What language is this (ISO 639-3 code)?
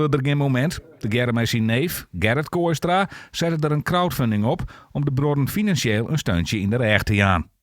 fry